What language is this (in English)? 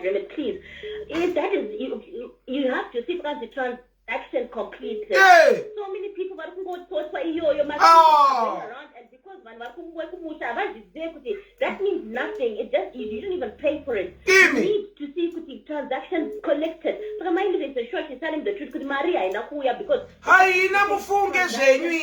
Shona